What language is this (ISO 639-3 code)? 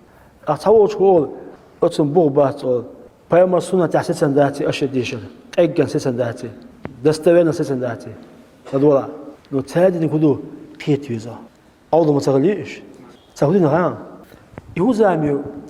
che